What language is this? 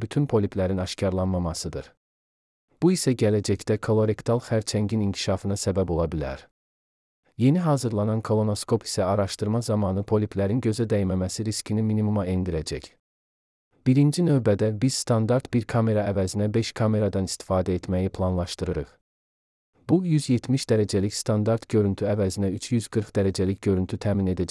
Azerbaijani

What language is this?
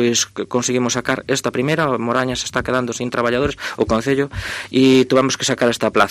Galician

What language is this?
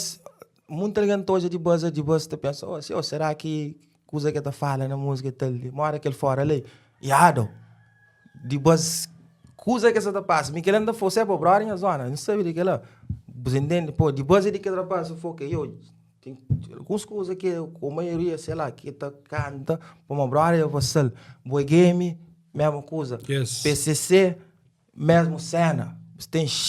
Kabuverdianu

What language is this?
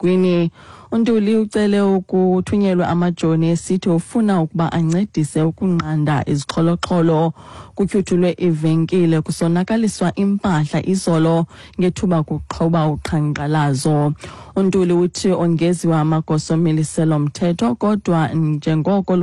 Xhosa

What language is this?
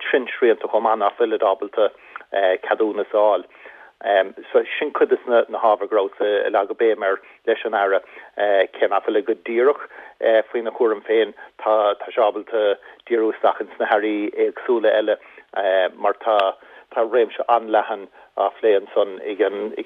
Irish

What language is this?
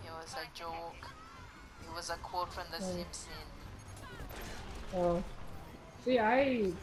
English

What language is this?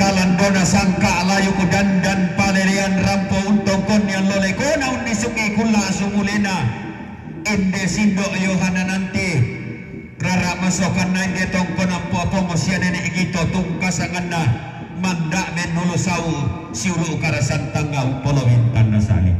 Toraja-Sa'dan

